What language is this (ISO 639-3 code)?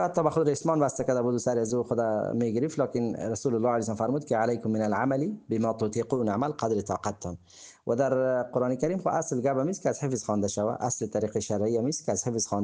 fas